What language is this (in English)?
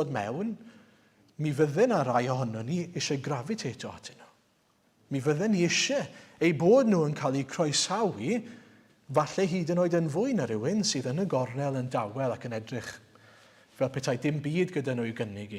Welsh